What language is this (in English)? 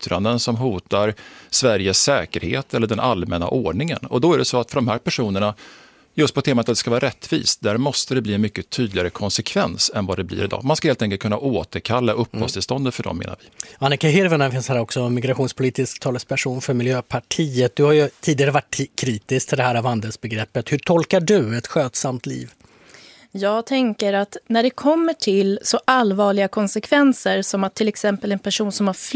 Swedish